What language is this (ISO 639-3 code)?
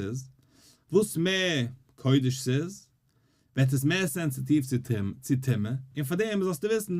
yid